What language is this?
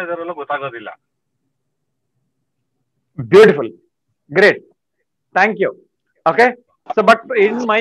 Kannada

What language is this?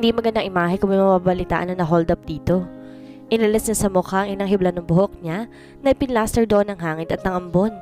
Filipino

